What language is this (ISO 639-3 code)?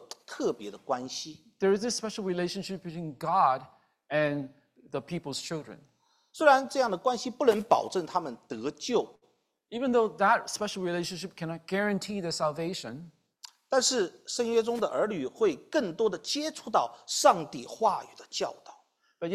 zho